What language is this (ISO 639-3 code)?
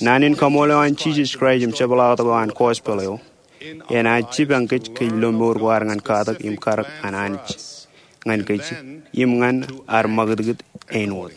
mah